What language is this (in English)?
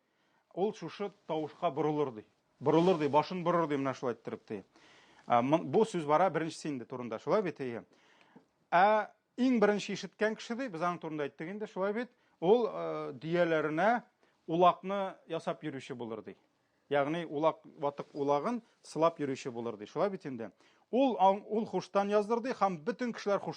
Tatar